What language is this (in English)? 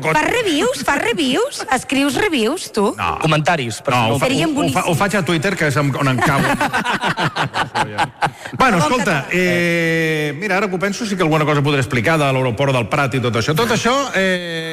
Catalan